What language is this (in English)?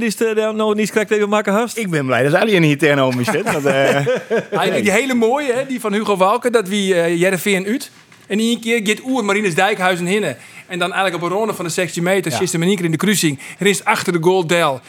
Western Frisian